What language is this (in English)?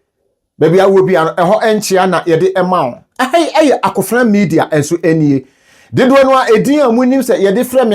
Akan